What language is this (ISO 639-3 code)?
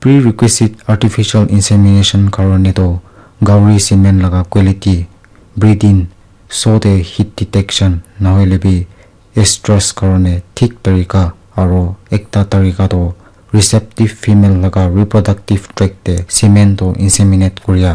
nag